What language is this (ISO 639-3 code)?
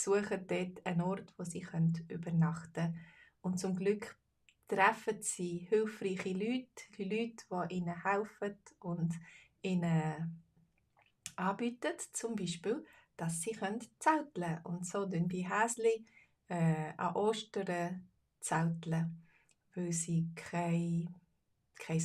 gsw